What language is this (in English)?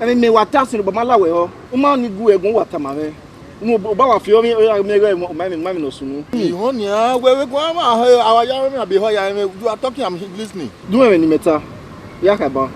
Bini